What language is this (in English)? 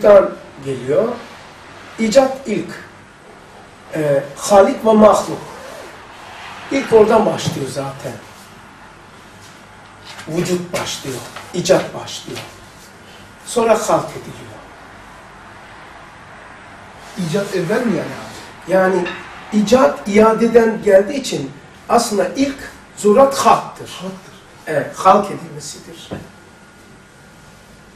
Turkish